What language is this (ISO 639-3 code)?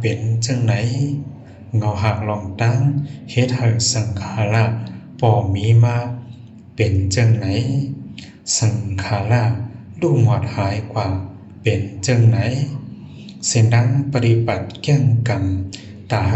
shn